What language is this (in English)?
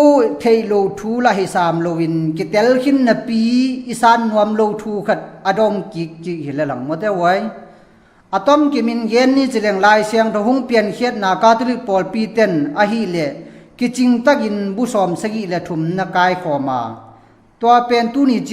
Tedim Chin